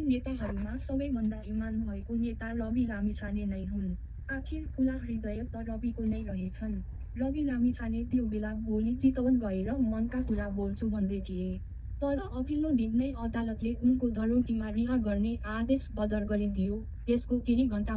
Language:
Nepali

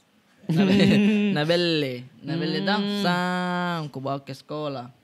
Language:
Makassar Malay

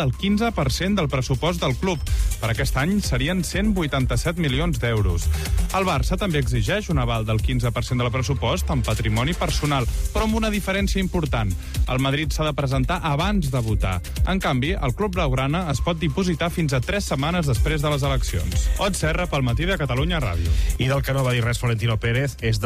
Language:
Catalan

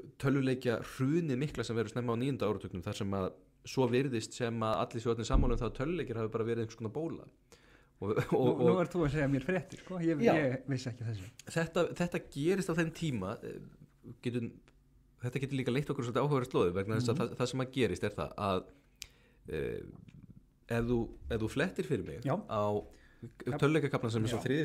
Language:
Icelandic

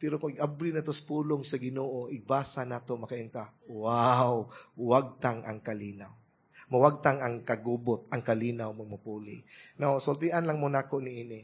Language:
Cebuano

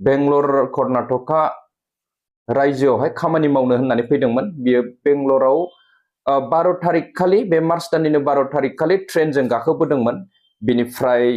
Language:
Bodo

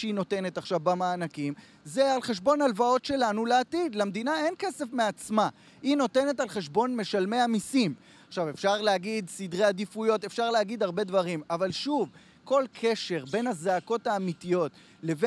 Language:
Hebrew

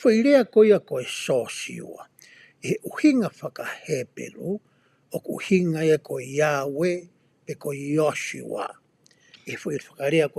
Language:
Tongan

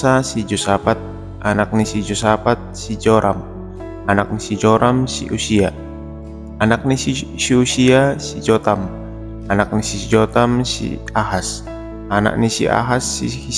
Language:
Batak Simalungun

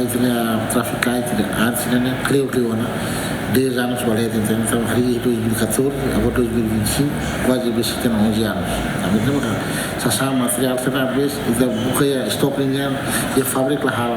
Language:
Tetum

